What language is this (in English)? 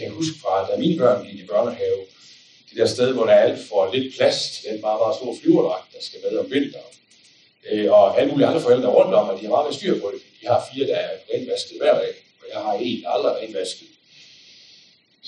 Danish